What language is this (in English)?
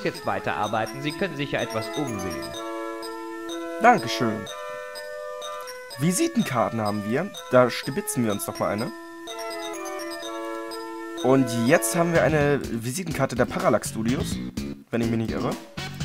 German